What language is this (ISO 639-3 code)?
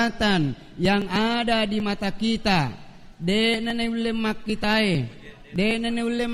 bug